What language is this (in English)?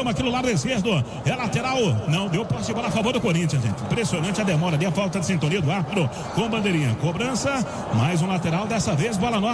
Portuguese